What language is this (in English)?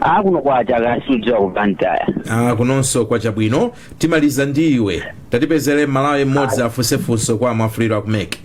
Nyanja